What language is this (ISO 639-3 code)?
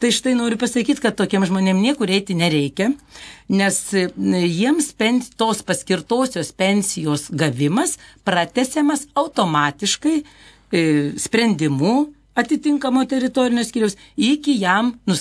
lit